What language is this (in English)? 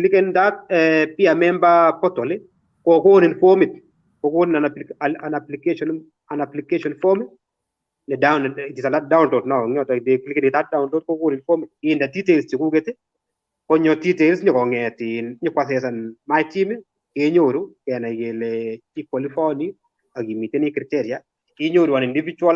Kalenjin